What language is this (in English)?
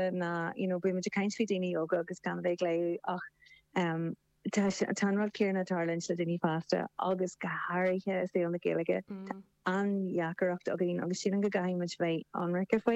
Irish